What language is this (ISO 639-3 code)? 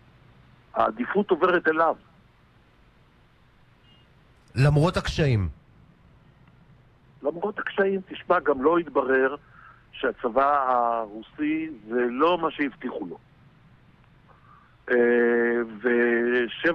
heb